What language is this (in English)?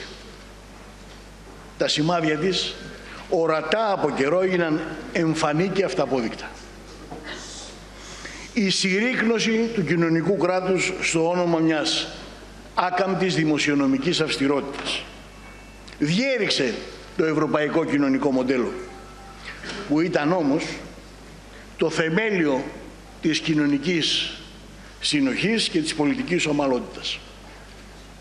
Greek